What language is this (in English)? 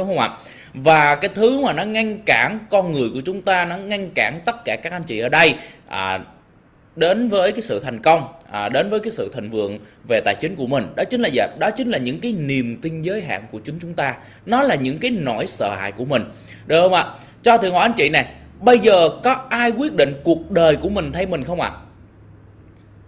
Vietnamese